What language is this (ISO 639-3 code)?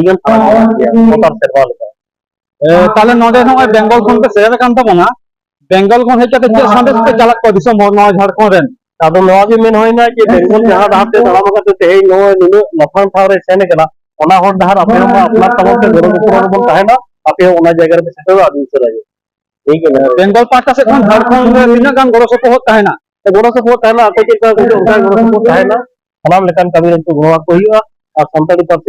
sat